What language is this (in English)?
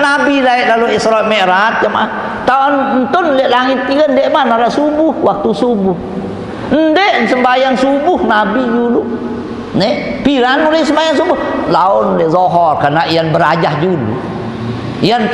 Sasak